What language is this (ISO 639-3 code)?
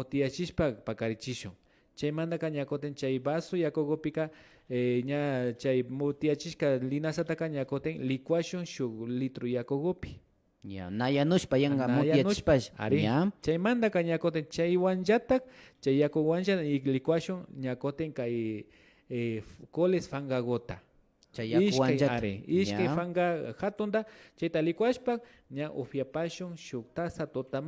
qvi